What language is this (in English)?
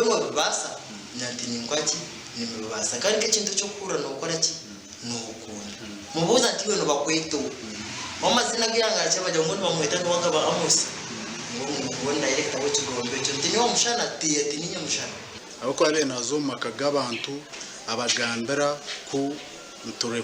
Nyankole